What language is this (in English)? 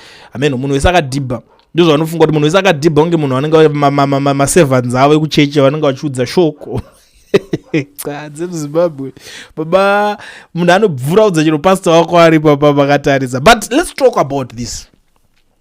Shona